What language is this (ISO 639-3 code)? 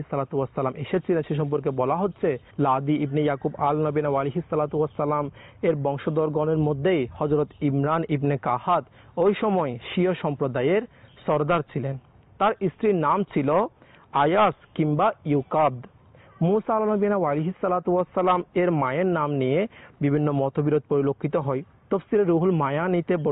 ben